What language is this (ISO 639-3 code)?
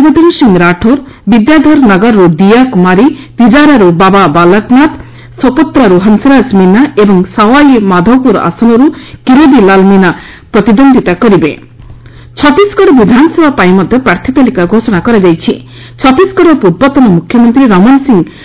ori